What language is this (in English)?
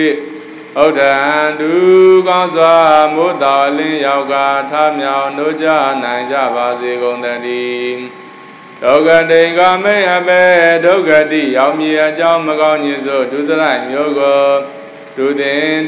Burmese